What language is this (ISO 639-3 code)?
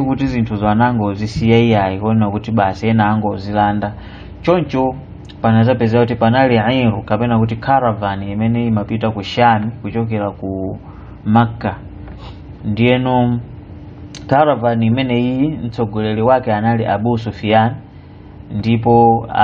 nya